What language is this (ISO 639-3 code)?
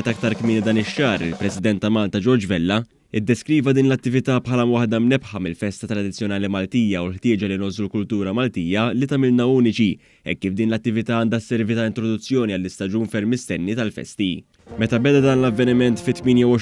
mlt